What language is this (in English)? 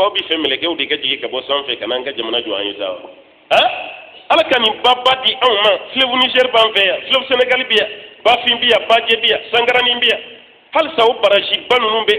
Bambara